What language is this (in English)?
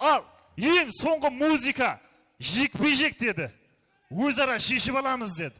Kara-Kalpak